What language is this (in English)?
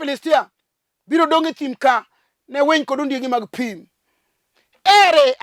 Luo (Kenya and Tanzania)